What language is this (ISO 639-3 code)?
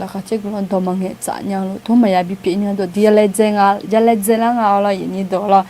ahk